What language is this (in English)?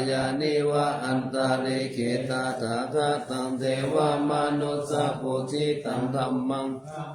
Pali